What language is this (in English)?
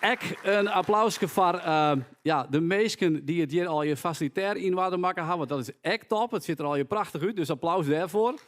Western Frisian